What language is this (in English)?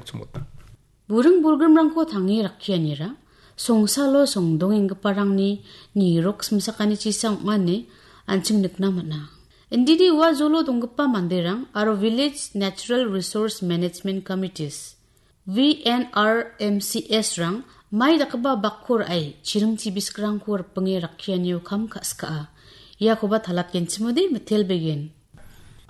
Garo